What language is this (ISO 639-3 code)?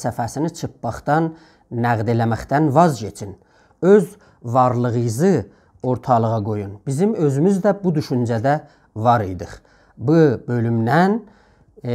azb